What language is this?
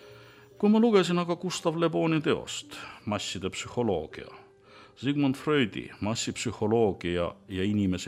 Estonian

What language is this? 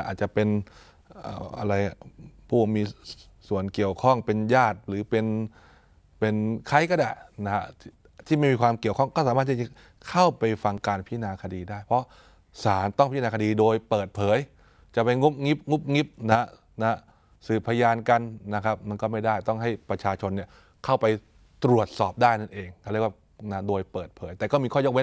Thai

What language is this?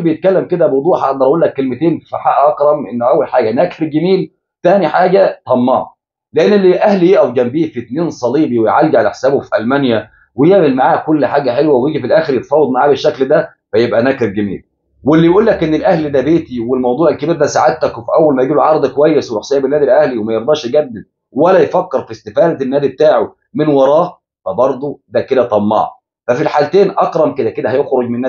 Egyptian Arabic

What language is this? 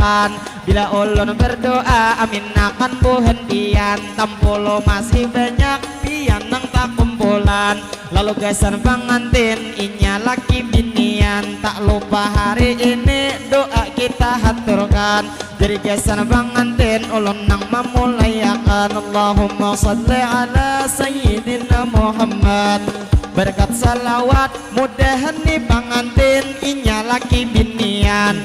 Banjar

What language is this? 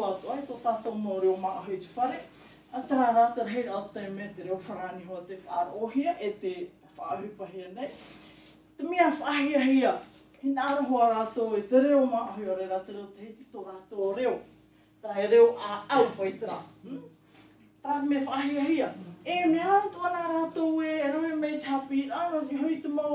Tahitian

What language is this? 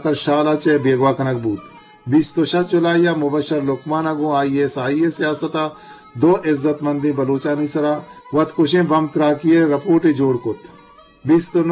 Eastern Balochi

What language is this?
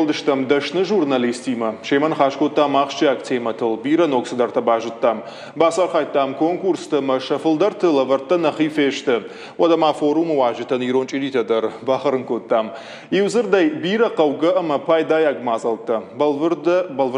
Ossetic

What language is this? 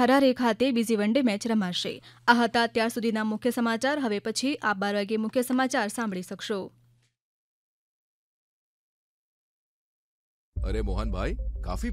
Gujarati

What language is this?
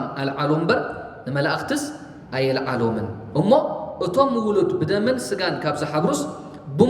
Tigrinya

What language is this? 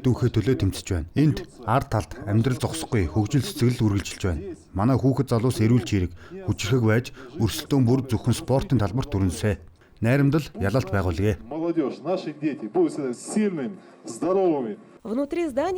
Mongolian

